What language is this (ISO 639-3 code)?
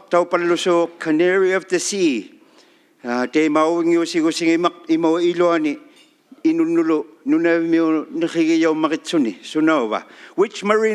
iku